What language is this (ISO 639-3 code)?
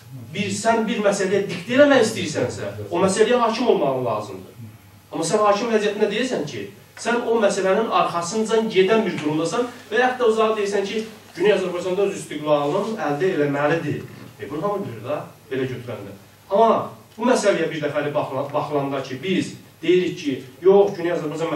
azb